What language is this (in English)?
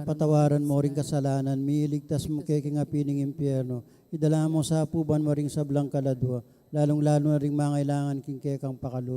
Pampanga